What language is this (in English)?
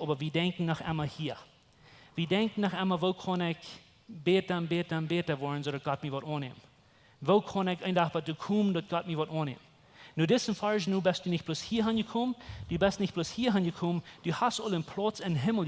Plautdietsch